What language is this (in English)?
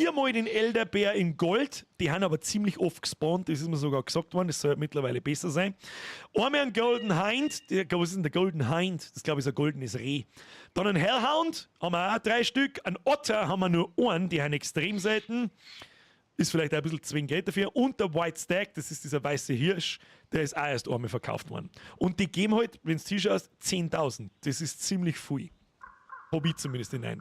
Bavarian